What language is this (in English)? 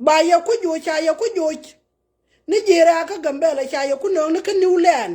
Nuer